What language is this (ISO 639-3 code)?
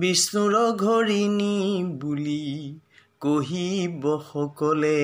asm